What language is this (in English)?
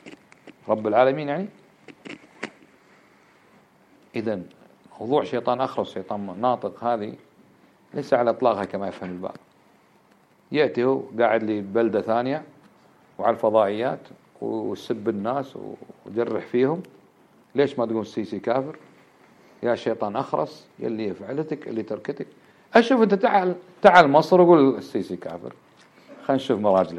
Arabic